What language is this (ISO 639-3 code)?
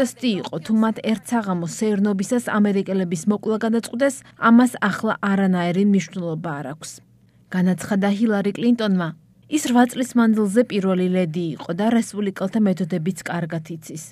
kat